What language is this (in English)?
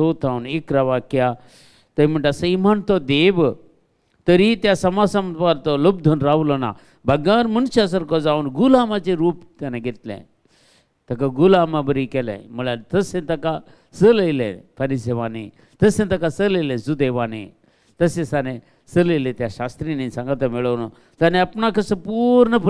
Konkani